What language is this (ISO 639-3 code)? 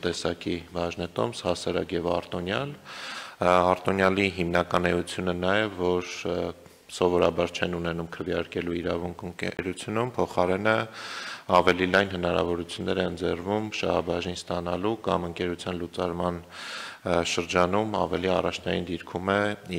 hye